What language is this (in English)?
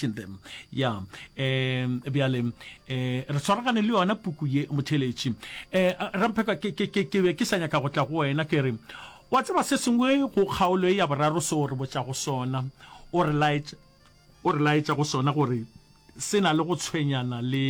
Northern Sotho